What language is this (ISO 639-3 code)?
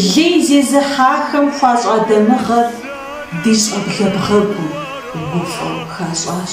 kbd